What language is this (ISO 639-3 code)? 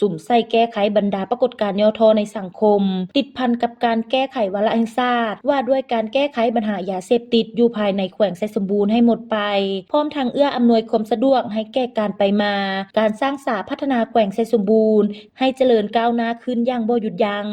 lao